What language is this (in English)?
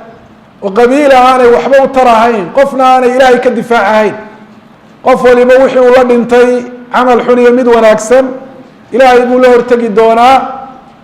Somali